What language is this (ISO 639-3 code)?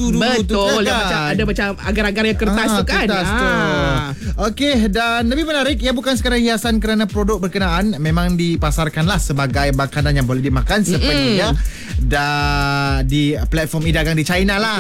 msa